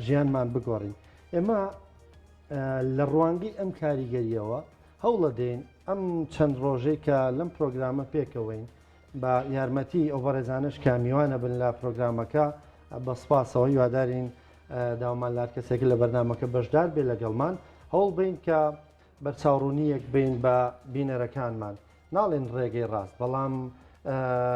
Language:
Central Kurdish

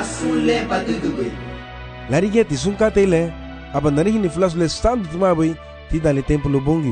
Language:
Garifuna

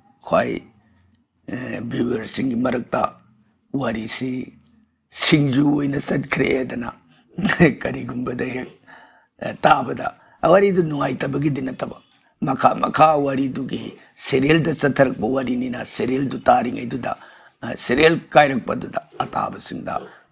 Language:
Manipuri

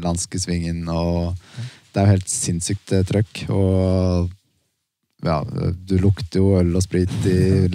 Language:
Norwegian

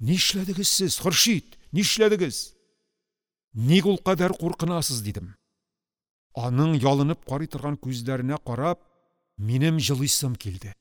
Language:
Tatar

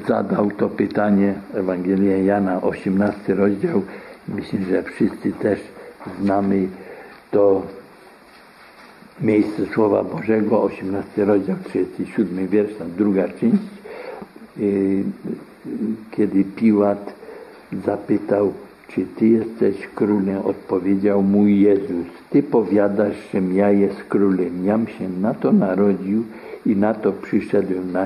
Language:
Polish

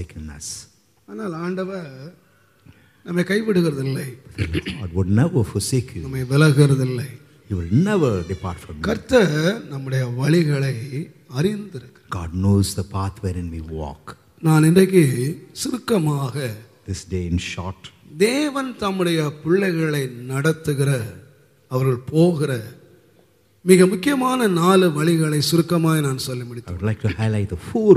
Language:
Tamil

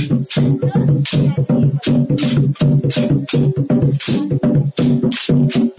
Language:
Marathi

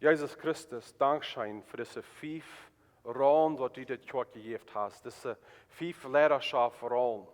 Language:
Plautdietsch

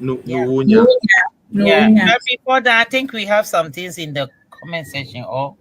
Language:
Ewe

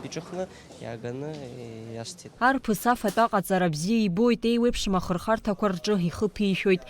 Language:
Abkhazian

